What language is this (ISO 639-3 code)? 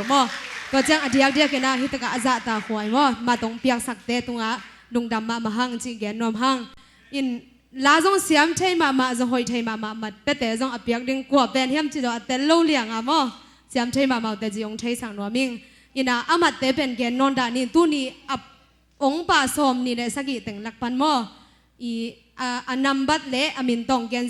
ctd